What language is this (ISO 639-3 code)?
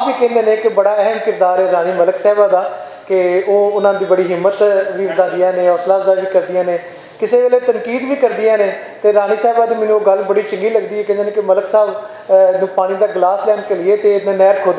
lah